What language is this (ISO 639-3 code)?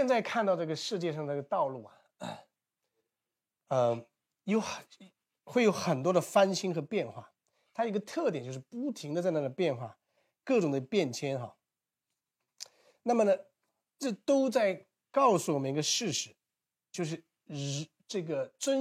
zho